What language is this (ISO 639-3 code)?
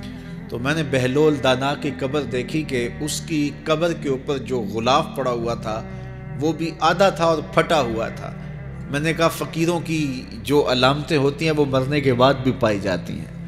urd